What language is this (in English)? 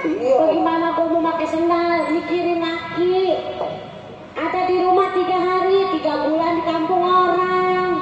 Betawi